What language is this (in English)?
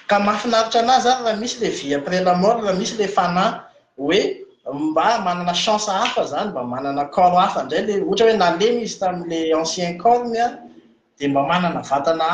Malagasy